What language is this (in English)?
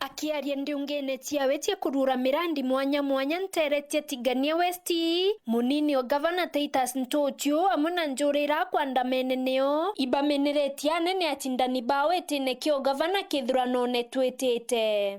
Meru